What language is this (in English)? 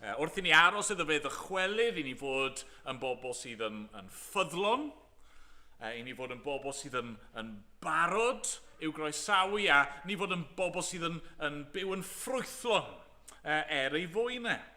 Welsh